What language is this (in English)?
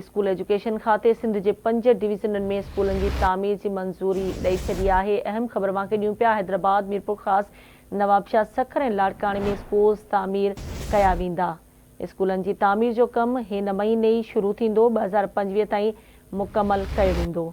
Sindhi